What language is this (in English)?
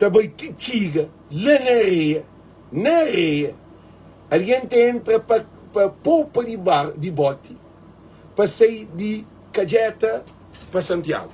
Kabuverdianu